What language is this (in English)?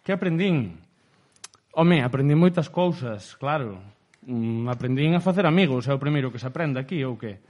Galician